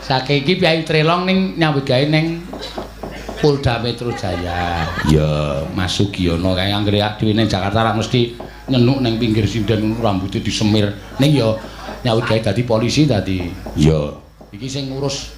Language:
Javanese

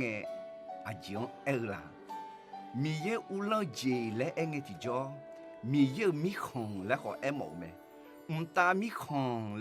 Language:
Akha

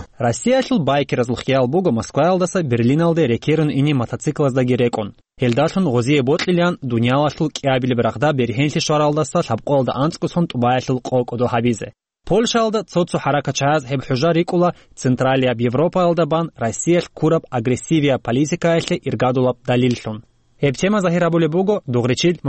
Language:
Avaric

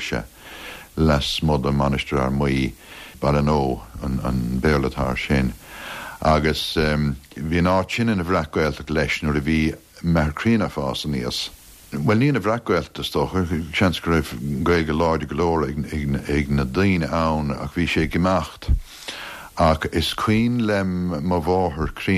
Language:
Irish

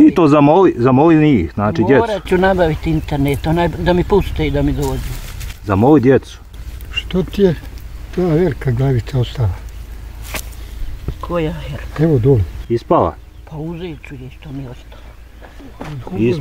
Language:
Bosnian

